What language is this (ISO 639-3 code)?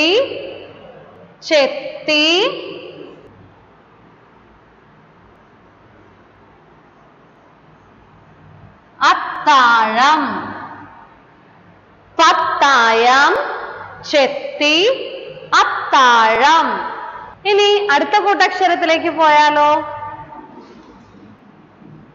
mal